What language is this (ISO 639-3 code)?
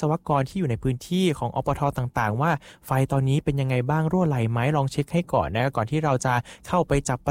tha